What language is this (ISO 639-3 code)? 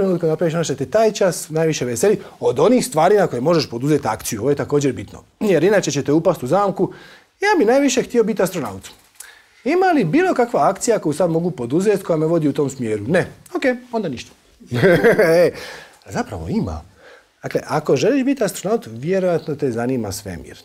hrv